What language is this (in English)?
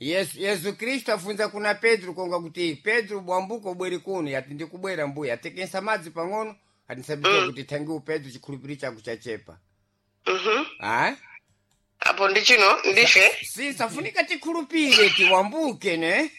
Sena